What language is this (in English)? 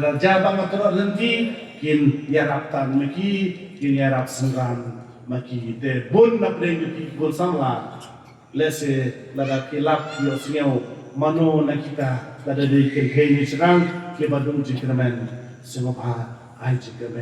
Khasi